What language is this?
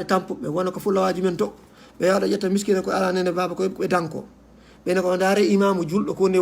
Fula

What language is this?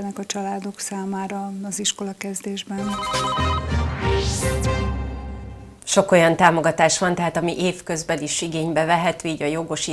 Hungarian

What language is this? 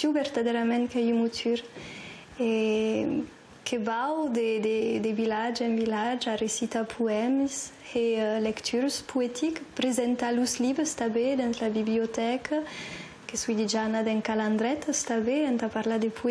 Occitan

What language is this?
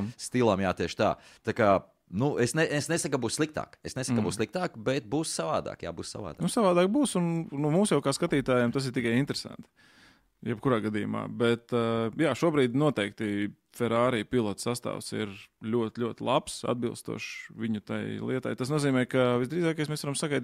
Latvian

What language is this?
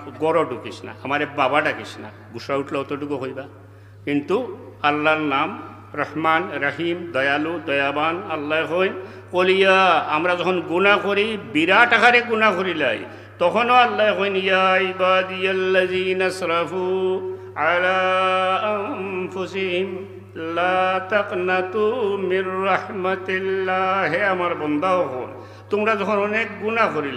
Sylheti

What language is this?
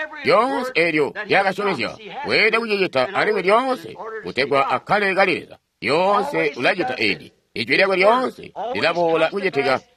Tonga (Zambia)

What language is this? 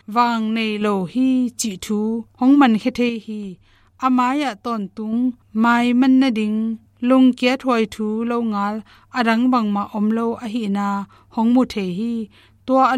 Tedim Chin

